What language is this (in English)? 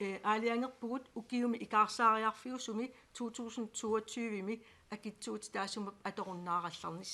Kalaallisut